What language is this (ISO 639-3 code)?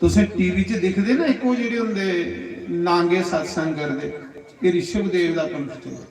doi